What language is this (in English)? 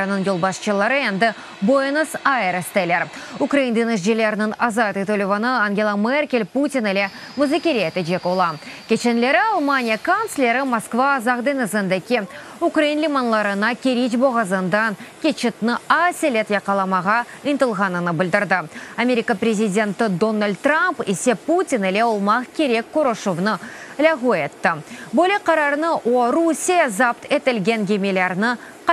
Crimean Tatar